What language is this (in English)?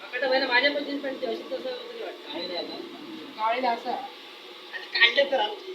Konkani